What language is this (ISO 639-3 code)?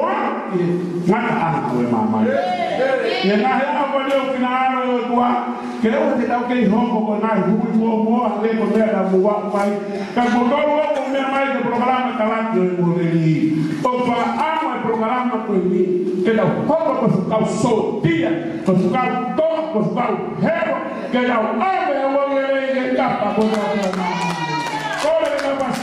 ton